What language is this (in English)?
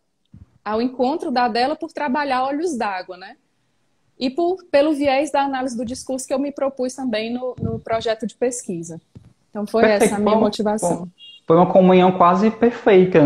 Portuguese